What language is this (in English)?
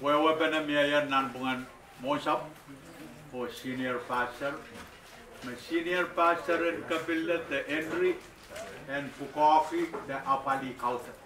Pohnpeian